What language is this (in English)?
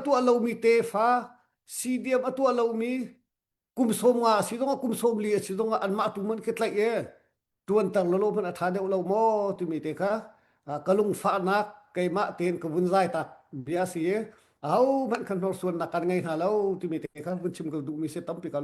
Hakha Chin